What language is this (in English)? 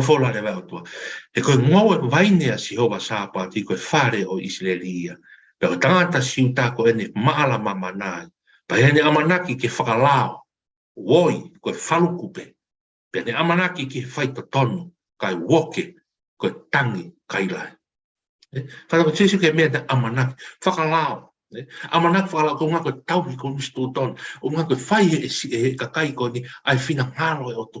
Tongan